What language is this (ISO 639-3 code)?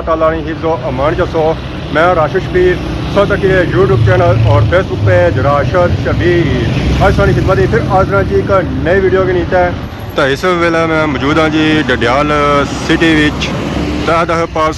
phr